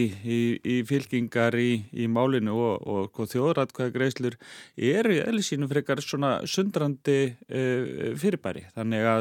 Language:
Icelandic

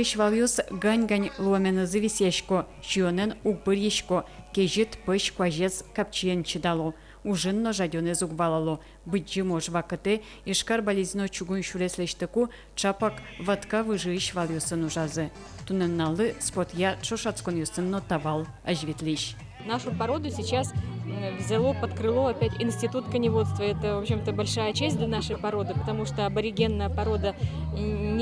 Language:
Udmurt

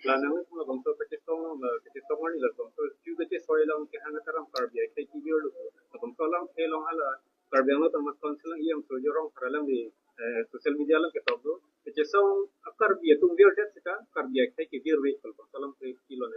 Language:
Karbi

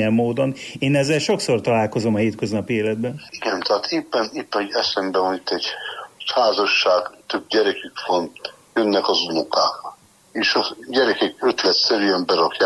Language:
Hungarian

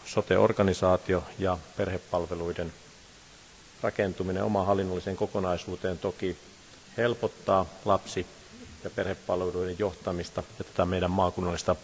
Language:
Finnish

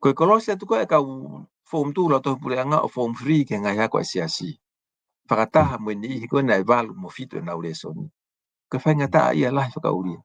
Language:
Tongan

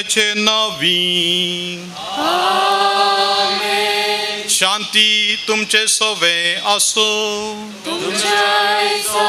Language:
Konkani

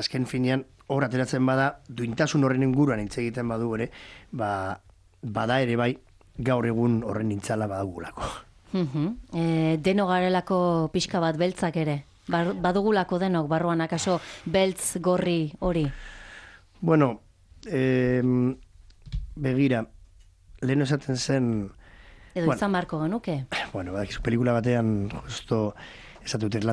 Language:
Basque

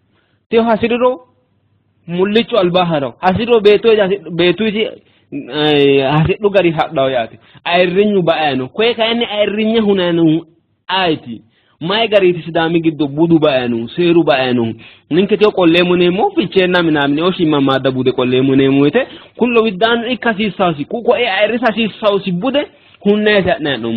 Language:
Sidamo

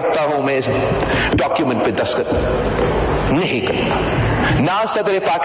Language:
Urdu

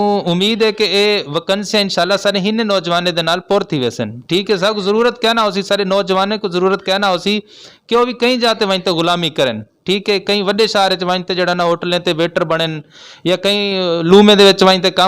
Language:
Saraiki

